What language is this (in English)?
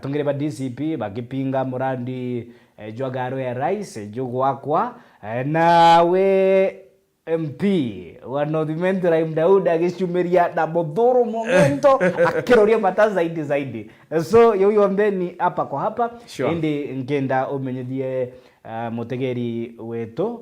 Meru